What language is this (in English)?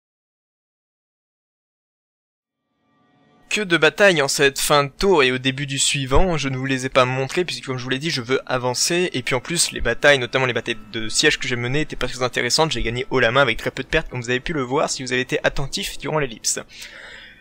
French